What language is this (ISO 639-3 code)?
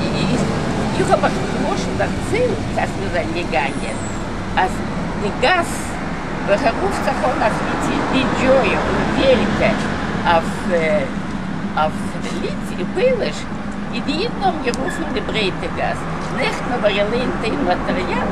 yid